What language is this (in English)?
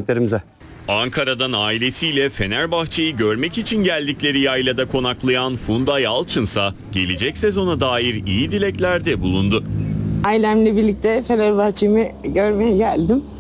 Turkish